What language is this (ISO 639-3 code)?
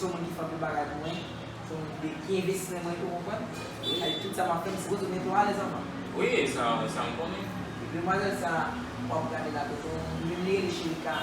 hat